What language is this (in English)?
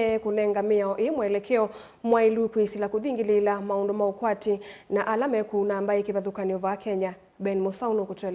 Kamba